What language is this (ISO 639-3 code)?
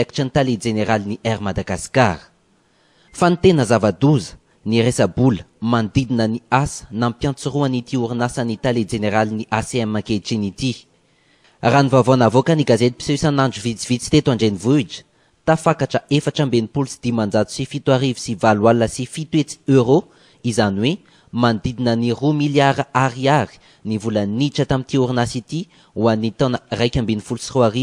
mlg